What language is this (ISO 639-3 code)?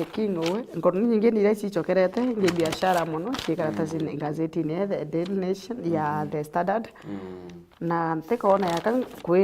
mer